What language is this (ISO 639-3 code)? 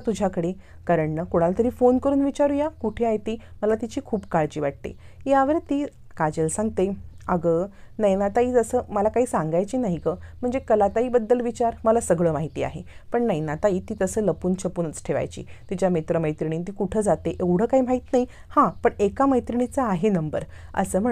mar